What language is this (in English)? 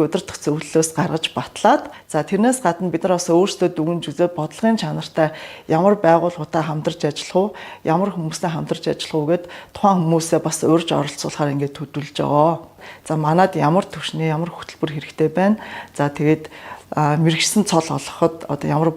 Mongolian